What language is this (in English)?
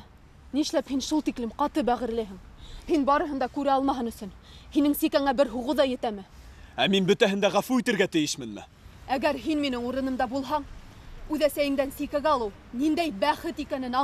Bashkir